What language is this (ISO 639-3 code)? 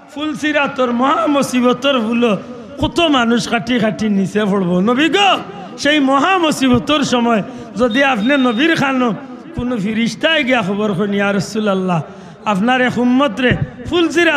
syl